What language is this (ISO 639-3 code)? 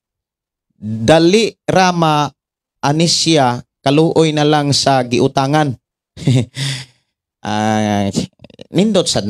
ceb